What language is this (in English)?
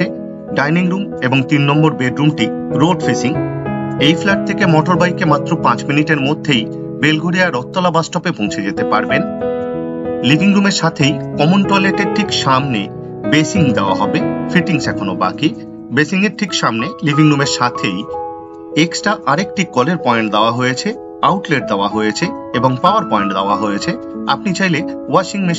Bangla